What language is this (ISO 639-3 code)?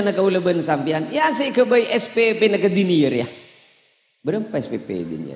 mad